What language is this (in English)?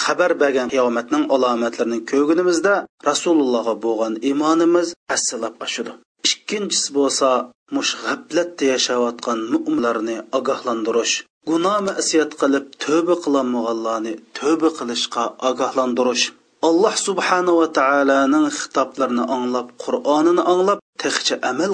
Uyghur